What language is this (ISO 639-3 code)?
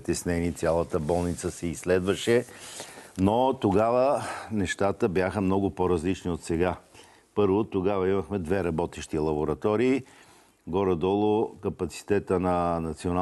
bul